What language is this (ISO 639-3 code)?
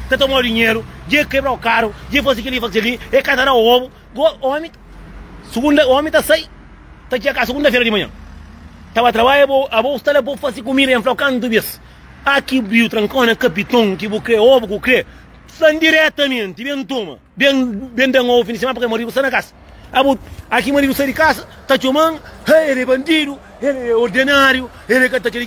kea